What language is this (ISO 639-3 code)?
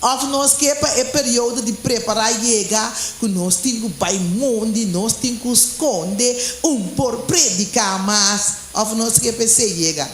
pap